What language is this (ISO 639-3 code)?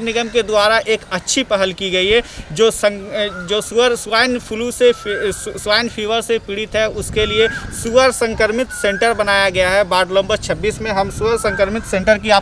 hin